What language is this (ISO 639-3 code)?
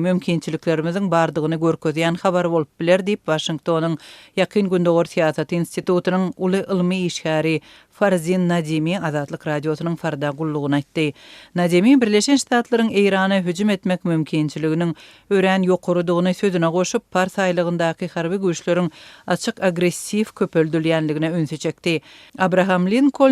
tuk